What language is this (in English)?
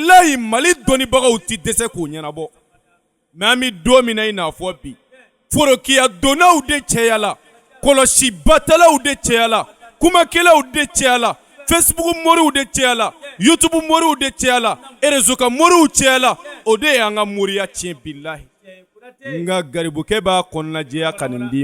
Bambara